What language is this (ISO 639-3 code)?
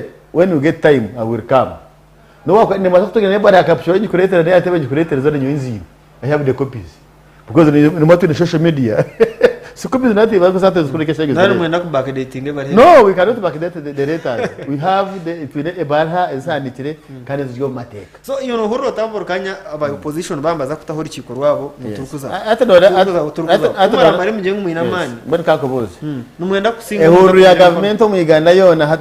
nyn